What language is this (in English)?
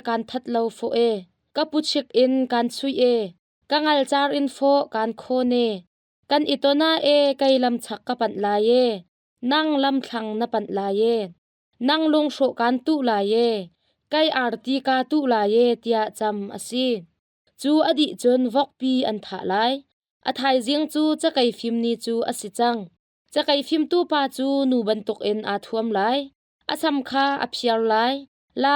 Hakha Chin